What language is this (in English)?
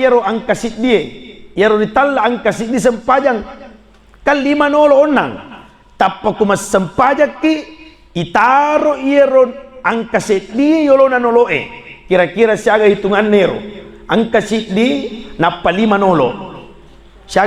Buginese